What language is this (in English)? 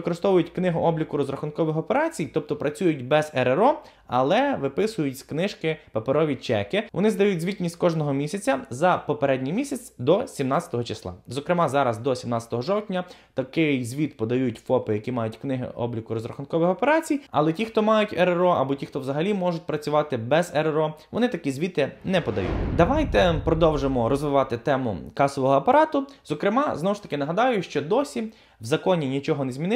Ukrainian